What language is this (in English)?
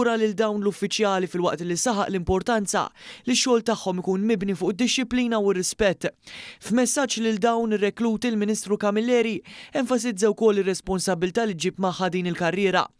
Maltese